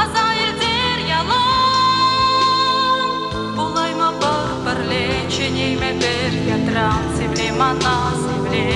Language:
Chuvash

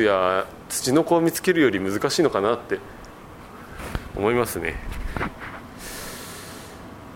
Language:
Japanese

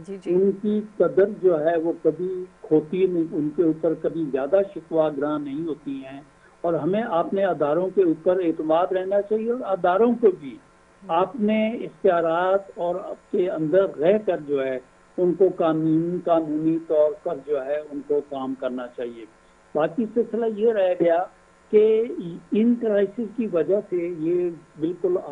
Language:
Urdu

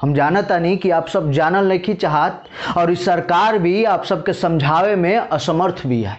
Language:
Bhojpuri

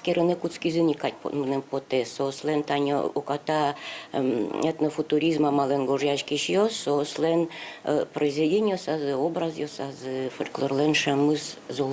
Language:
Udmurt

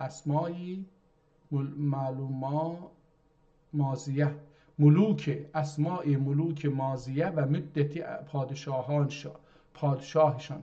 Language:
South Azerbaijani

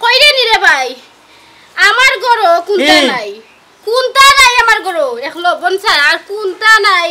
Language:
Sylheti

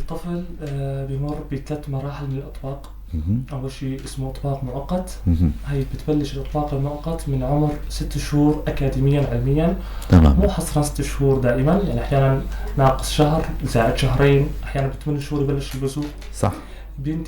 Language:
North Levantine Arabic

